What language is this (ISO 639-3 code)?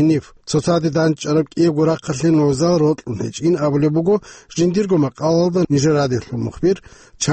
ava